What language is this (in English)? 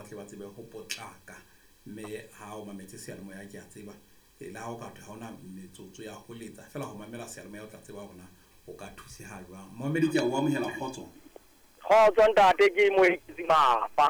Southern Sotho